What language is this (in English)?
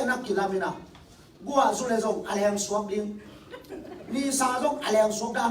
Tedim Chin